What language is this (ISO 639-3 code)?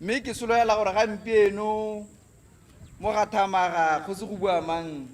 tsn